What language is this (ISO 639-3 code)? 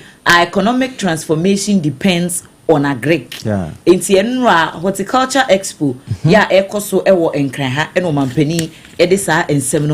aka